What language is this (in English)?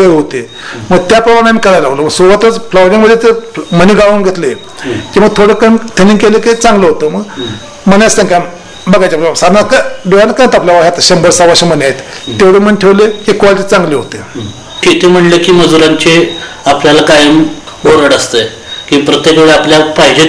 Marathi